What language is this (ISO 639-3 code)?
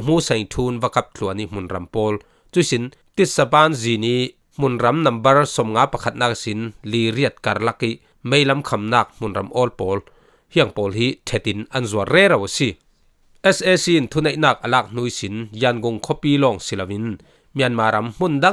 cfm